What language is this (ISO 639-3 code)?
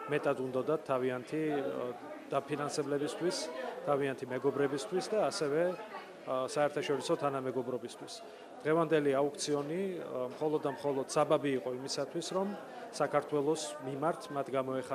kat